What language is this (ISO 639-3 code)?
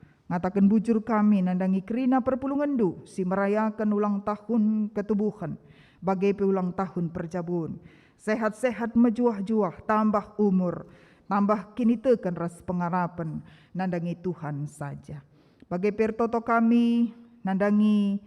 btx